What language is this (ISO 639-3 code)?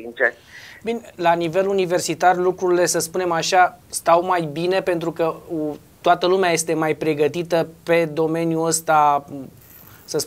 ron